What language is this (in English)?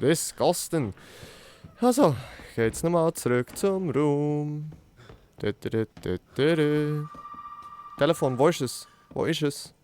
Swiss German